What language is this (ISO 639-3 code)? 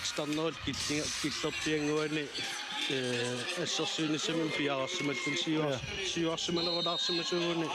kal